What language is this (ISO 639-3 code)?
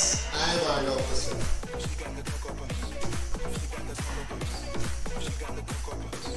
deu